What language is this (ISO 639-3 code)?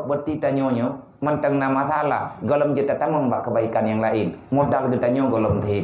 ace